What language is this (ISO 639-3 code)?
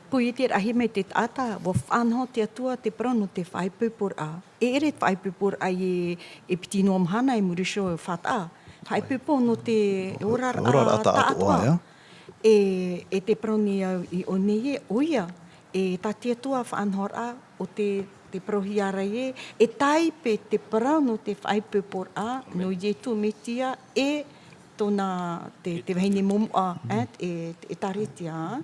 tah